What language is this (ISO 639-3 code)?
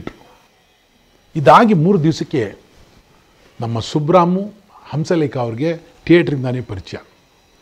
kan